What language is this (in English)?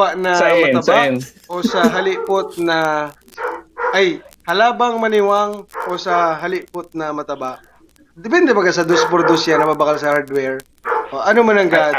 Bikol